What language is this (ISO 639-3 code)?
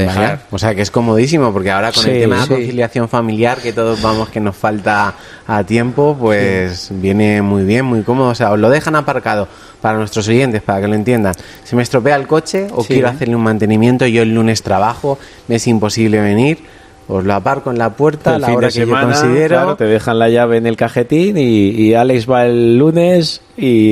spa